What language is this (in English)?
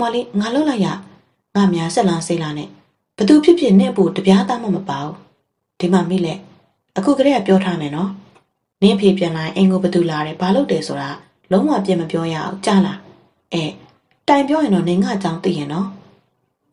Burmese